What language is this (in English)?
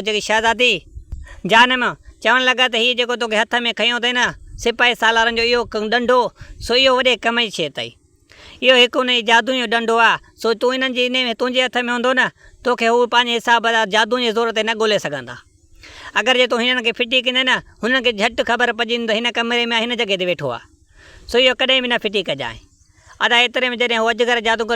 Sindhi